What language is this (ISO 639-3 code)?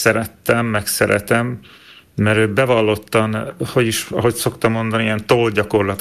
hun